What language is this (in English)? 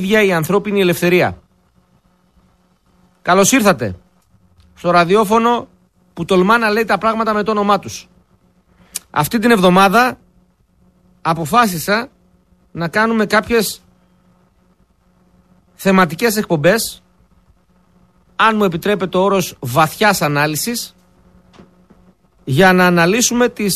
Greek